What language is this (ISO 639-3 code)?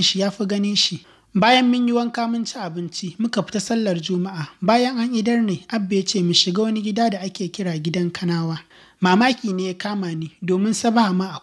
hau